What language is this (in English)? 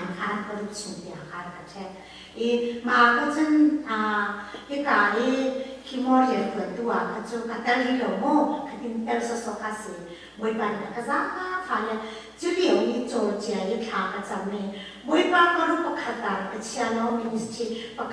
Hakha Chin